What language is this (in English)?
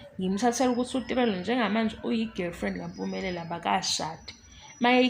Zulu